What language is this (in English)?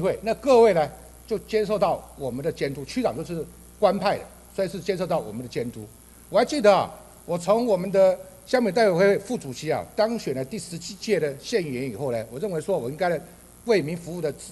Chinese